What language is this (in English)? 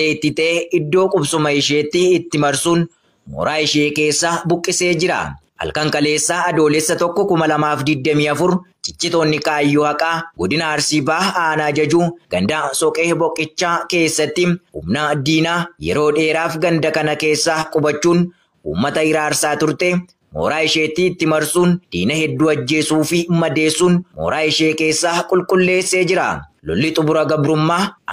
Oromo